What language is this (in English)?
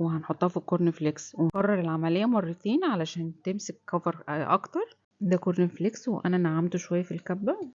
Egyptian Arabic